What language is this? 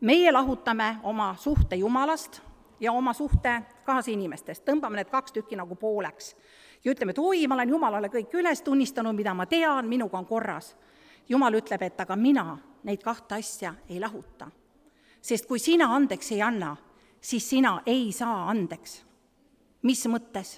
Estonian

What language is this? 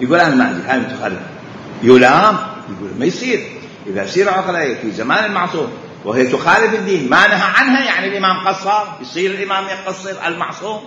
Mesopotamian Arabic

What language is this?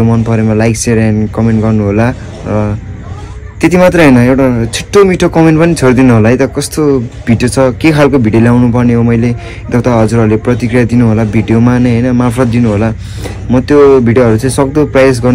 Nepali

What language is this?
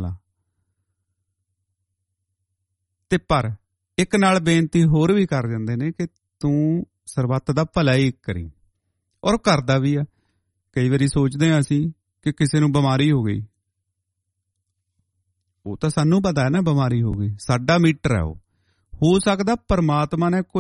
Punjabi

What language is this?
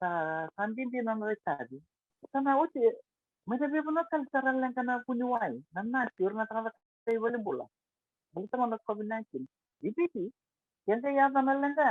Fijian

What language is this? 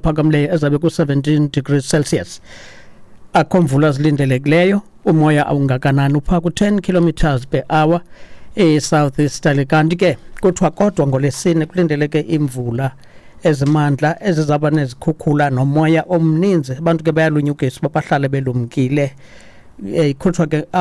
Xhosa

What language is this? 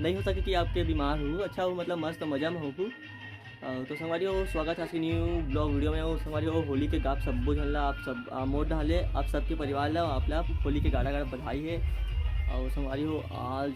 Chhattisgarhi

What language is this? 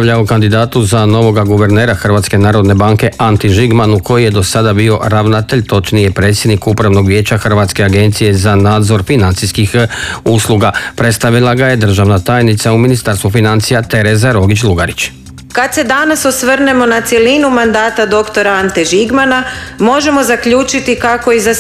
Croatian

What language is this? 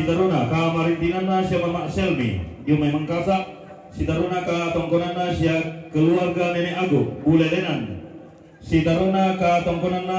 Toraja-Sa'dan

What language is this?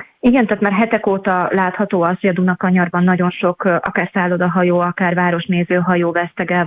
Hungarian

